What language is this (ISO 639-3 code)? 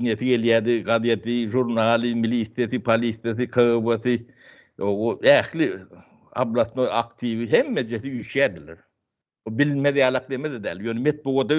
tuk